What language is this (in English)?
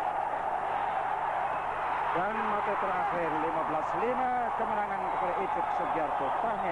Malay